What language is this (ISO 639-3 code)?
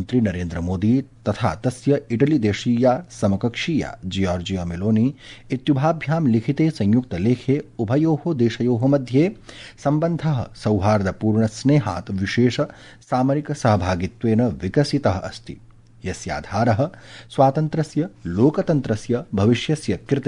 san